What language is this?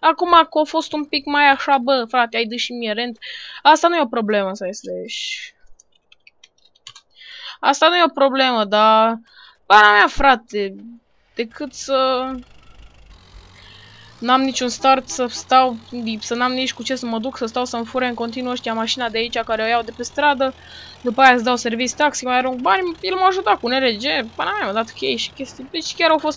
Romanian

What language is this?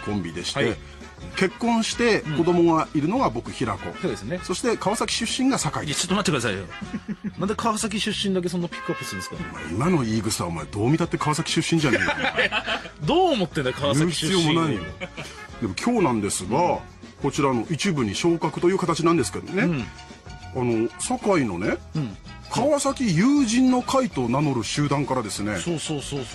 Japanese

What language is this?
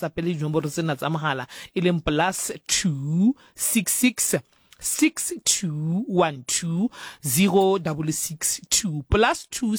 Southern Sotho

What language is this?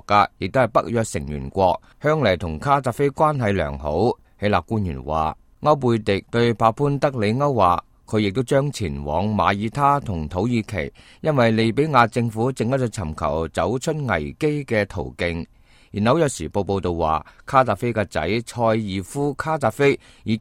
Cantonese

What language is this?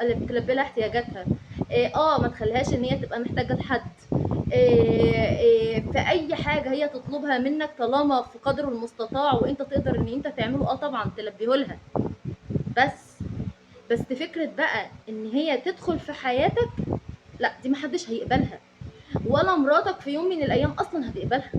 Egyptian Arabic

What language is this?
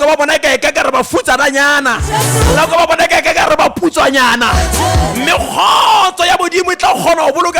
Southern Sotho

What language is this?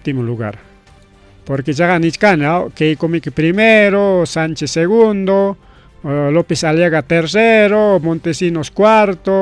Ayacucho Quechua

